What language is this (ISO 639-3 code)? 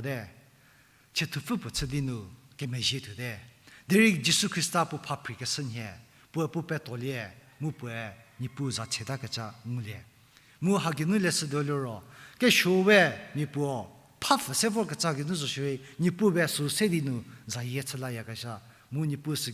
njm